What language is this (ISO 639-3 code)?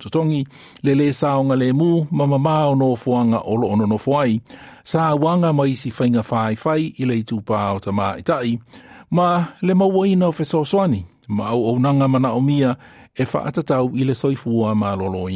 smo